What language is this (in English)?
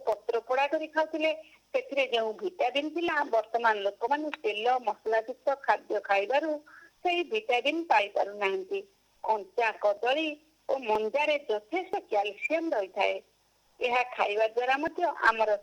Odia